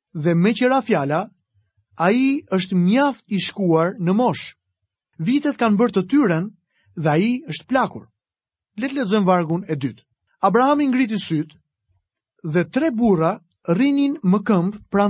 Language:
Albanian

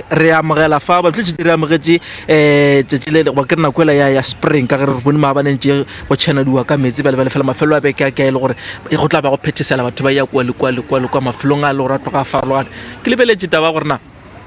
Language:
Northern Sotho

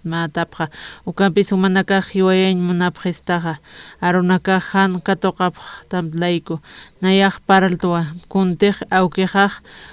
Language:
Aymara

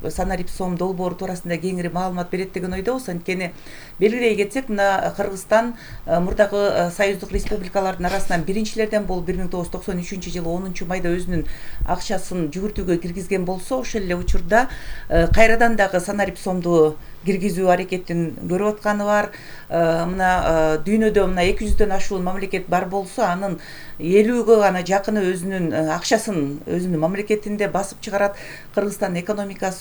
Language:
Kyrgyz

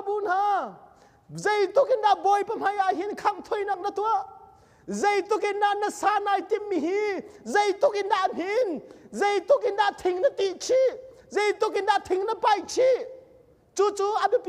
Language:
Hakha Chin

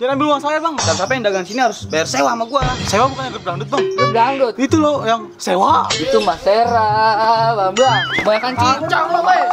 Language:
Betawi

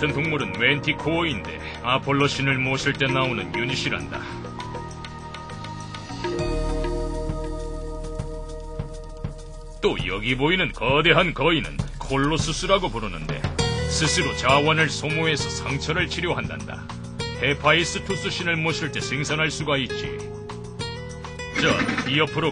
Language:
Korean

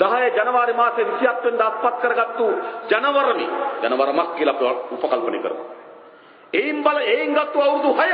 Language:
Sinhala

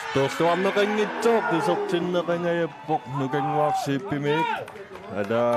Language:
Kalaallisut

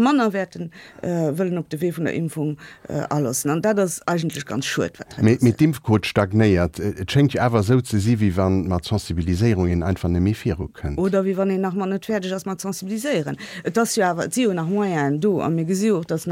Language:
Luxembourgish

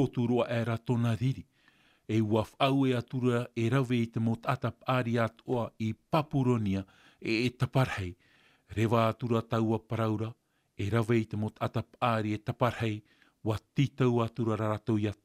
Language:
Tahitian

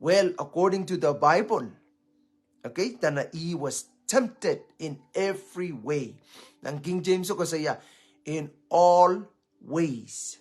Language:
Pohnpeian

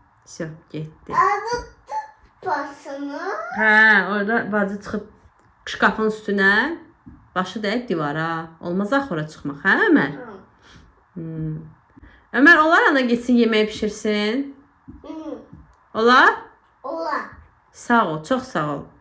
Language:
Azerbaijani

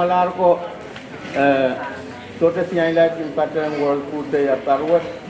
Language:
Pohnpeian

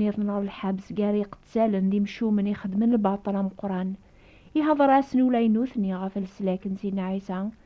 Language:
Kabyle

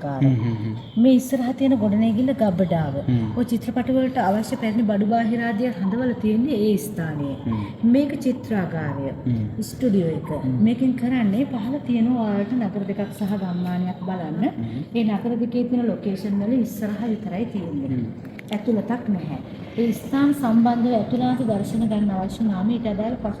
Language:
Sinhala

